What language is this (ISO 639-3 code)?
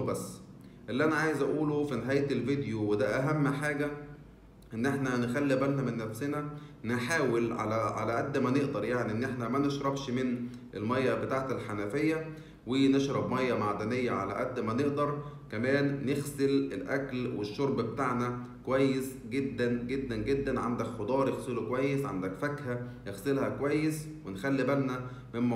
arz